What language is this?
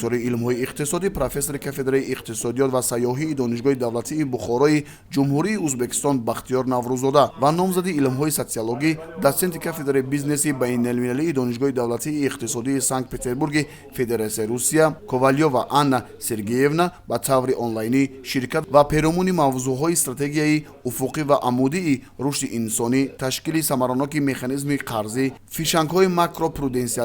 Tajik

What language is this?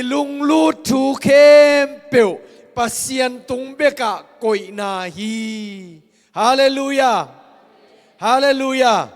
Tedim Chin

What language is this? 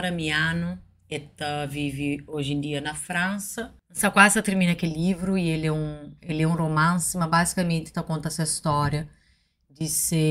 Kabuverdianu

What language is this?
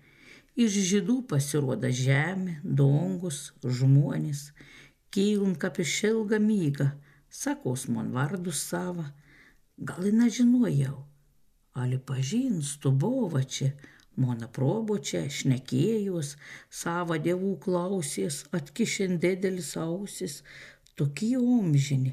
Samogitian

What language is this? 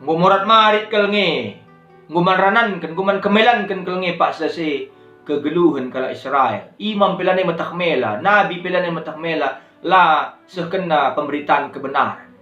Batak Karo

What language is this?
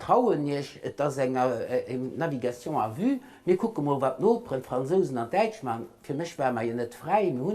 Luxembourgish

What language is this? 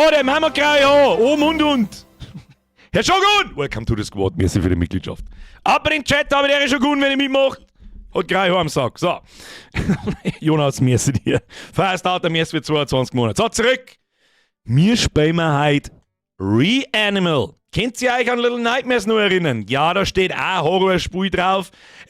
Bavarian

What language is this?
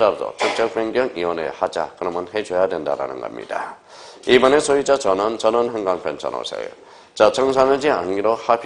Korean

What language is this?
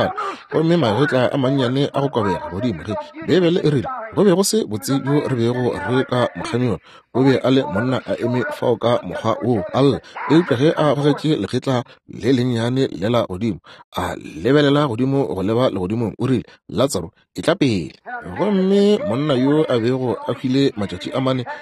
Northern Sotho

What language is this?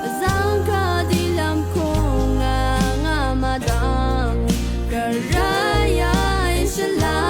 Rawang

